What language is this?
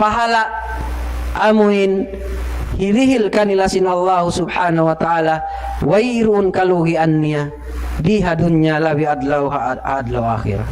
Tausug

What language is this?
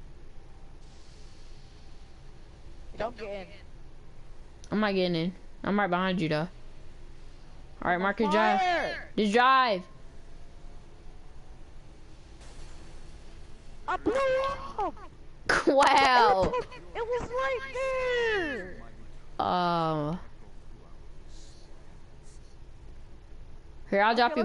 English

